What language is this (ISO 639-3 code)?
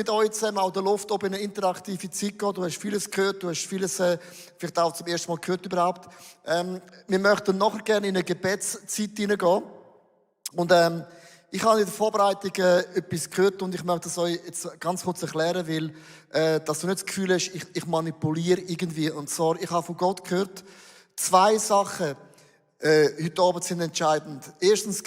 gsw